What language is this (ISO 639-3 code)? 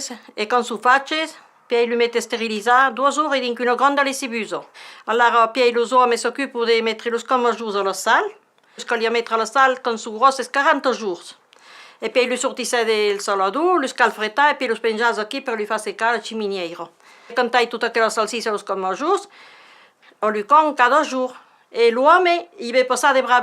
oci